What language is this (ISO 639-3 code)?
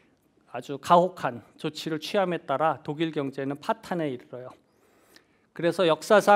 kor